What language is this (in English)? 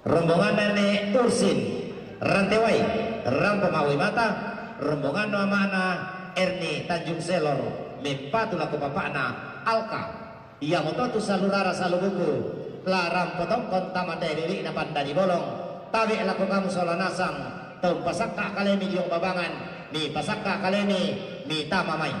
Toraja-Sa'dan